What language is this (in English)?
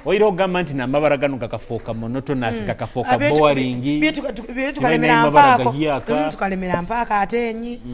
Nyoro